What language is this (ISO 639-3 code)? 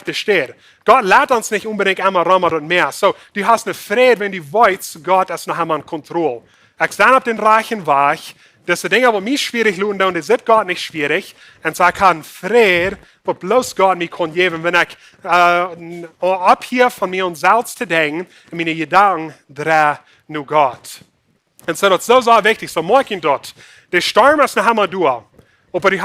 pdt